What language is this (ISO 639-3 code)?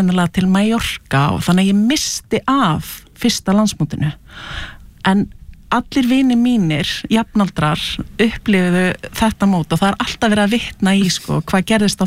isl